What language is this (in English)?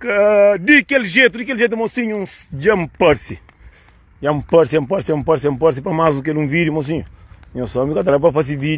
Kabuverdianu